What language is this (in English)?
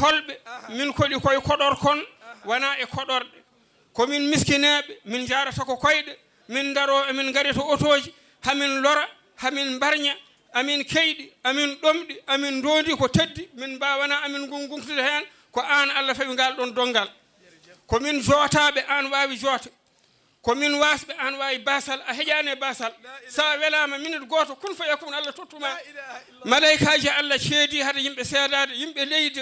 Fula